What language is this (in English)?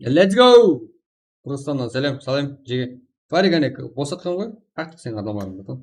Kara-Kalpak